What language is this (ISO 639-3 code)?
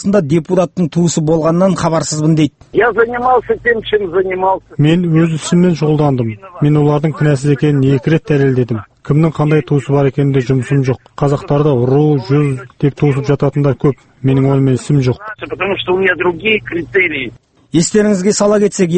kaz